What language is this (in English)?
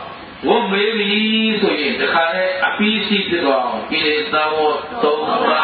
Burmese